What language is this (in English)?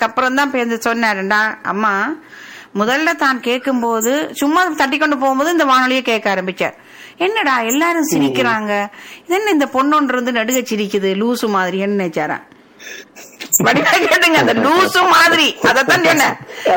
Tamil